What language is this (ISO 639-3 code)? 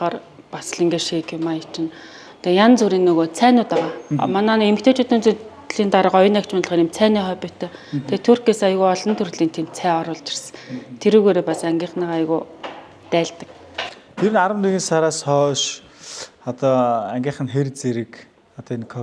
mon